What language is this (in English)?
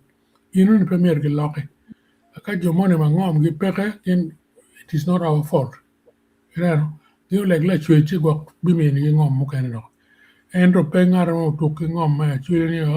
Acoli